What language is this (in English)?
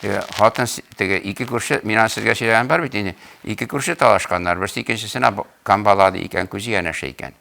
Tatar